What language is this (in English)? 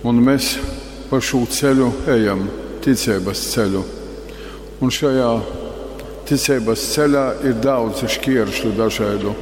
Latgalian